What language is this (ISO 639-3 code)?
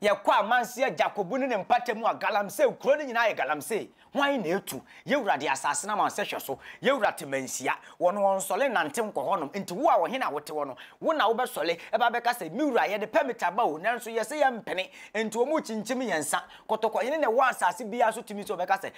aka